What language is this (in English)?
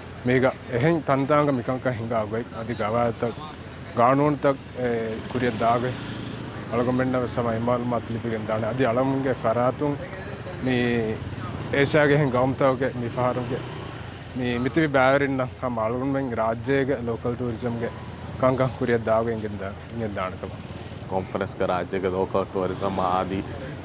Divehi